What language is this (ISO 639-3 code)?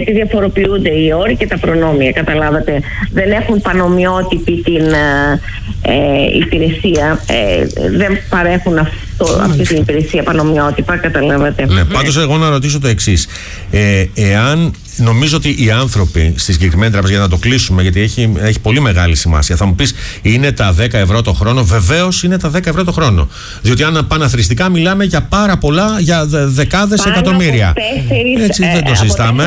ell